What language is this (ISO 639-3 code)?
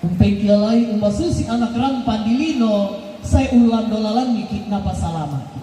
sda